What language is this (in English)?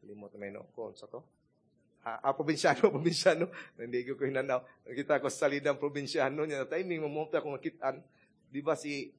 Cebuano